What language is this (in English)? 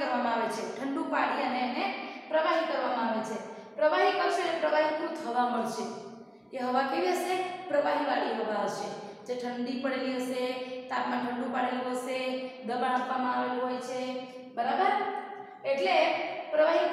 Gujarati